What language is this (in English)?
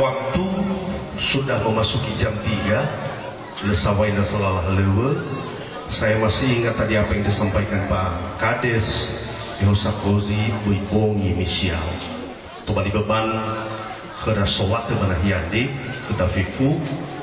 Nias